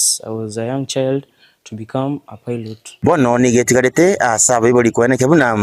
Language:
Gusii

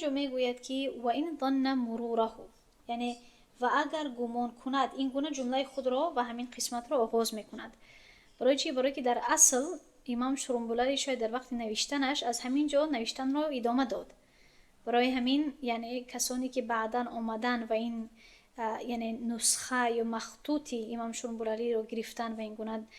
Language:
Tajik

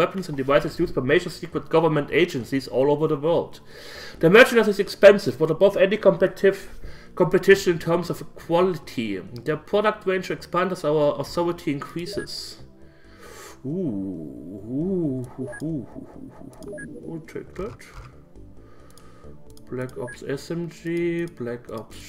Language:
English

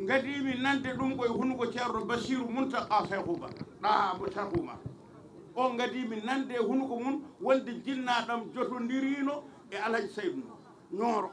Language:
Fula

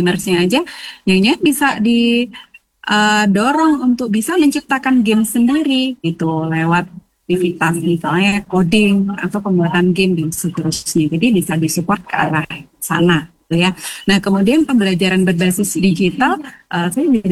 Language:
Indonesian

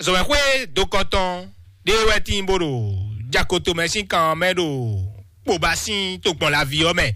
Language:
Fon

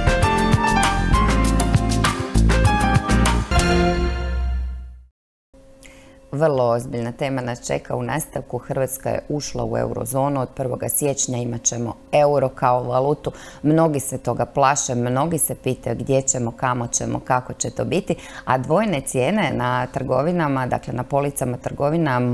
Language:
Croatian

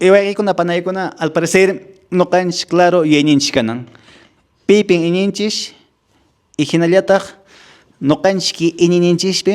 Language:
Quechua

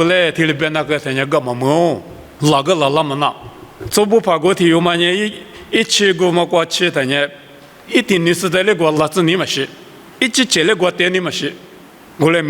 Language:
Lisu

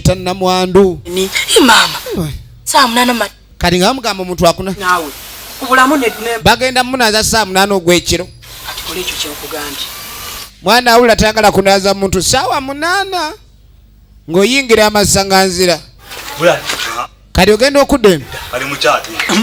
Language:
Ganda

